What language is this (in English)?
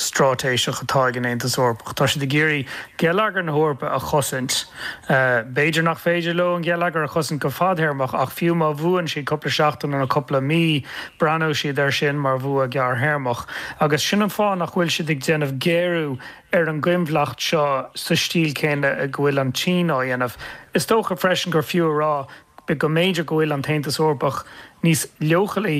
Irish